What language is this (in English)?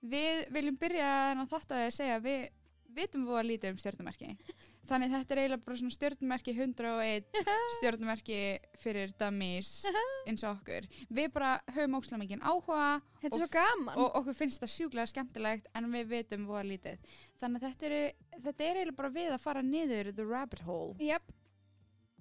Icelandic